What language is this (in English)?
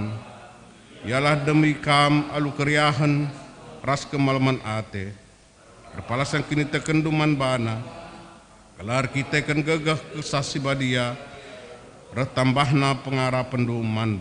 Batak Karo